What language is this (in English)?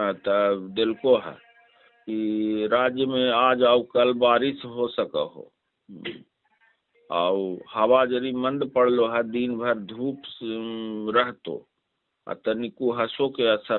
Magahi